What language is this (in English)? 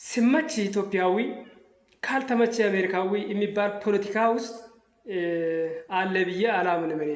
Amharic